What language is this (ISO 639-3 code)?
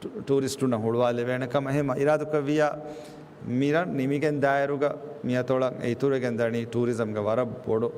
div